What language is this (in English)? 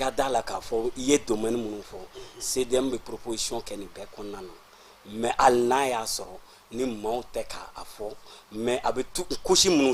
Bambara